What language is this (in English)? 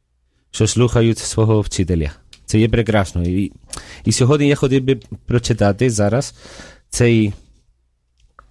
Ukrainian